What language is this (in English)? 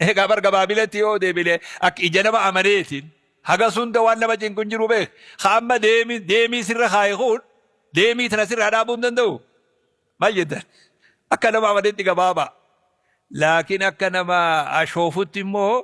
Oromo